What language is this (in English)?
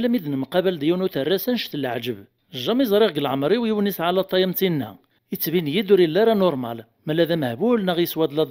Kabyle